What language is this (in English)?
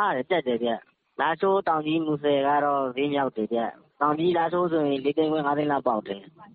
Burmese